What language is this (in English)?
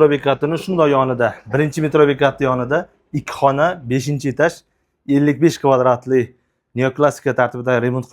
Uzbek